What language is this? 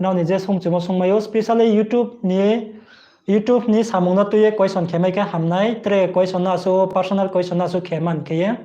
Riang (India)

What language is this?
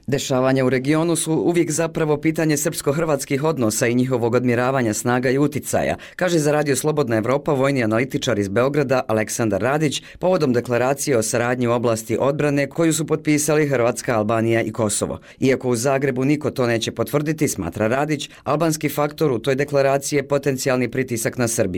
Bosnian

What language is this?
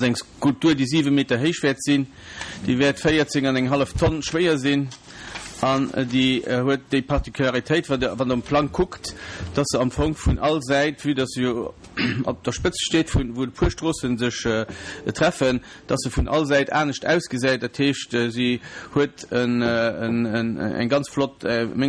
Luxembourgish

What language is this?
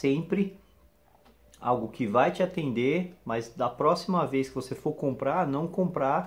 Portuguese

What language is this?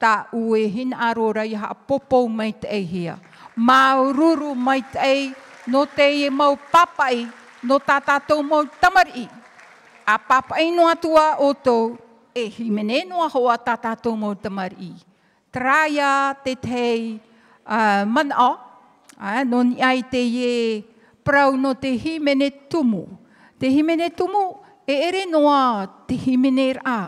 Tahitian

